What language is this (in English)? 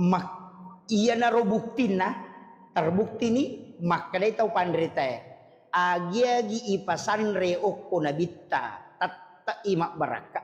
Buginese